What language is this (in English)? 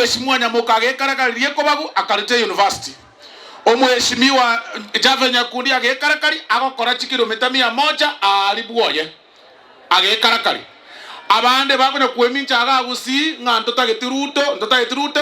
Gusii